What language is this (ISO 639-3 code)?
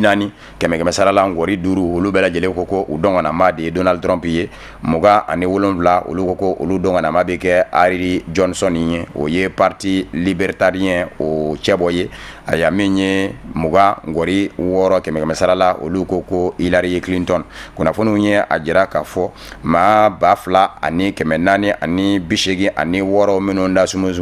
bam